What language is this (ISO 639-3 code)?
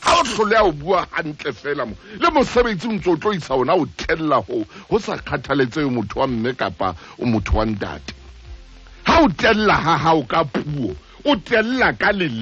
sot